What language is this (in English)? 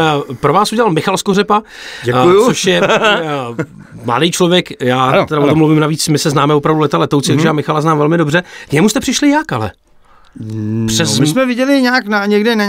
Czech